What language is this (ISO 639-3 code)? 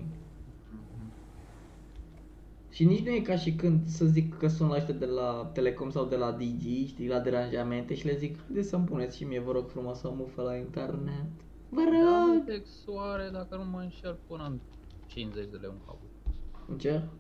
ron